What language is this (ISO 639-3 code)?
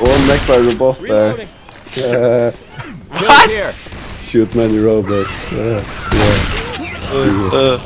fao